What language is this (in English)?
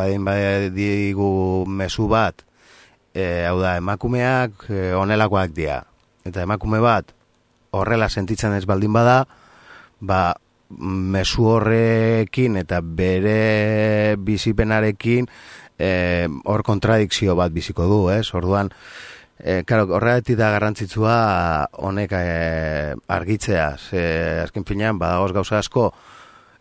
Basque